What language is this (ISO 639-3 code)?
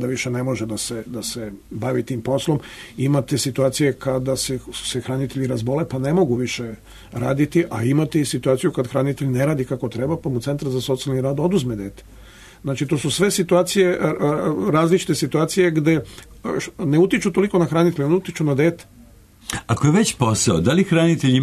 srp